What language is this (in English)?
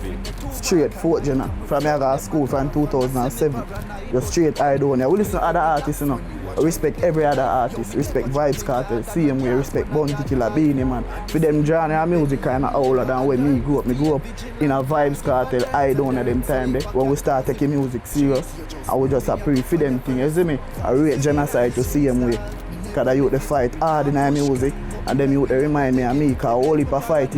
Jamaican Creole English